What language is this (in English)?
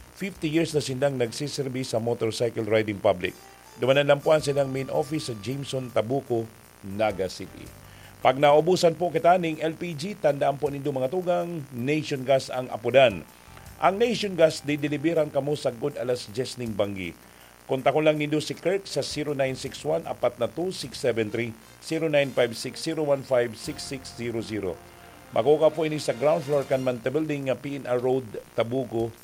Bikol